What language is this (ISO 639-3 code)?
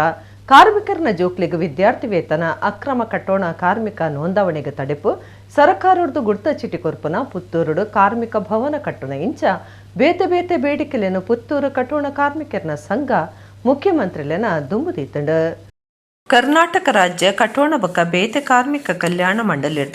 tcy